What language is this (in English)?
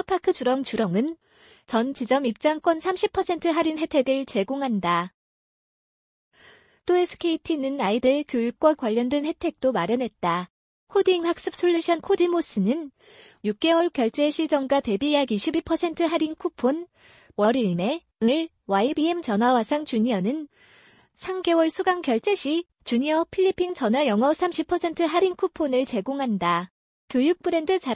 Korean